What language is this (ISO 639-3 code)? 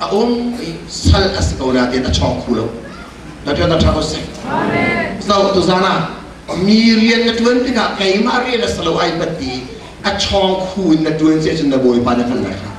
cnh